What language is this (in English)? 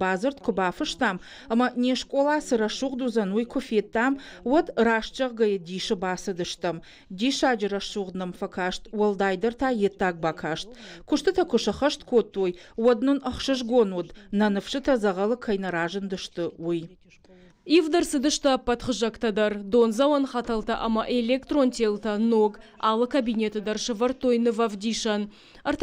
Ossetic